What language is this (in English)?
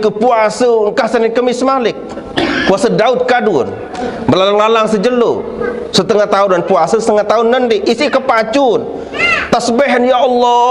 Sasak